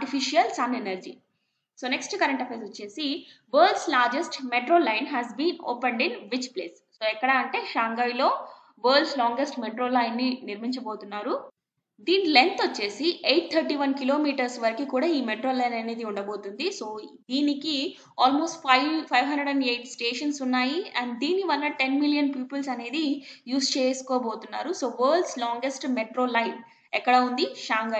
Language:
Telugu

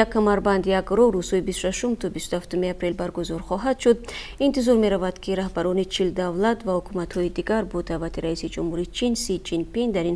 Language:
Tajik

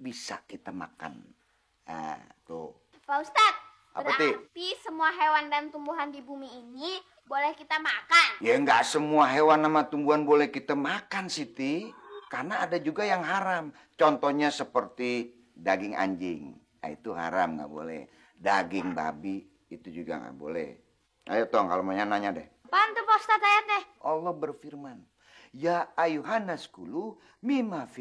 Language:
Betawi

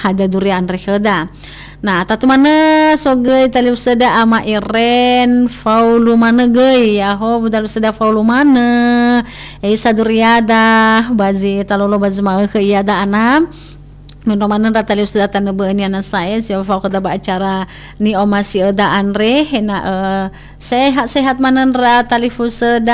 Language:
Nias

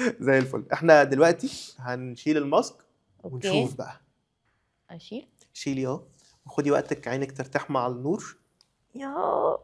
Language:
Egyptian Arabic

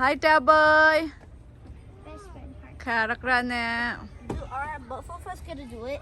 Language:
Hakha Chin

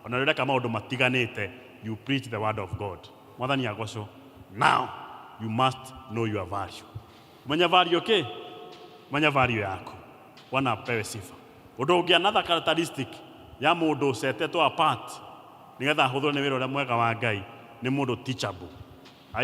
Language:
Kikuyu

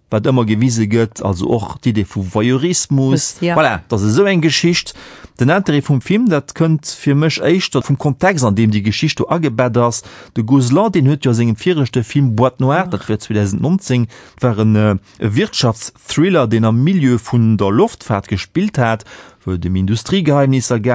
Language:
Luxembourgish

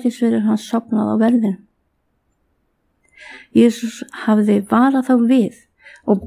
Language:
Icelandic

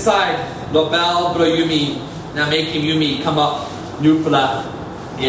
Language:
Tok Pisin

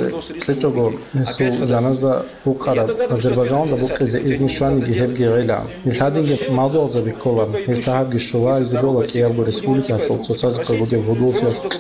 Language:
Avaric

